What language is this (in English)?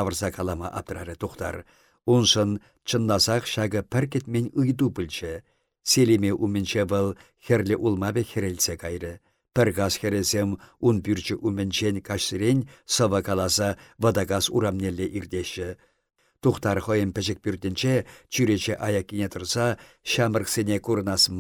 Chuvash